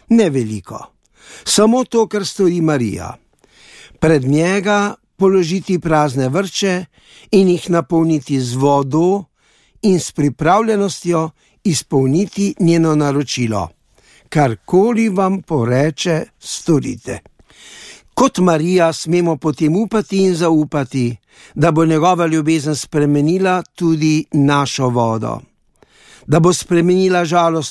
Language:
Slovenian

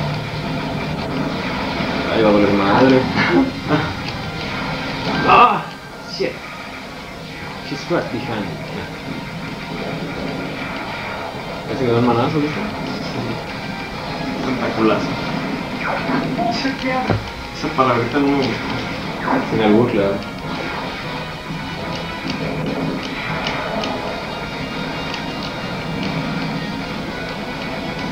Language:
Spanish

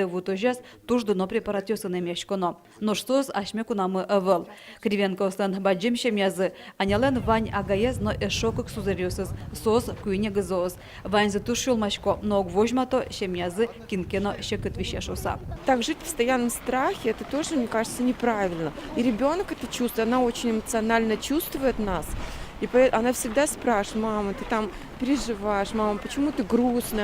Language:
Udmurt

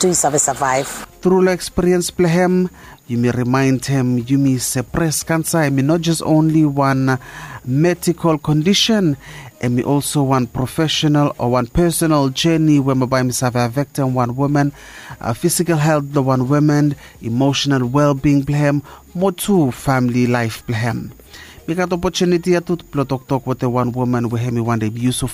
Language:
Bislama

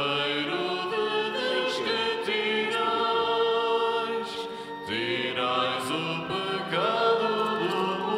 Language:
Portuguese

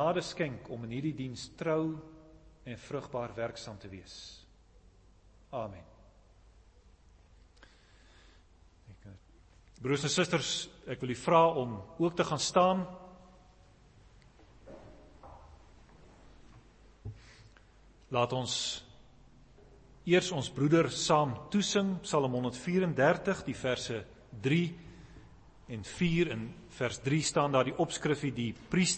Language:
Afrikaans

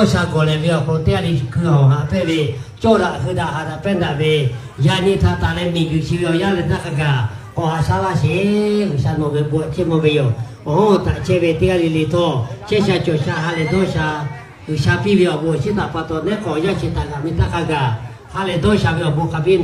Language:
Lahu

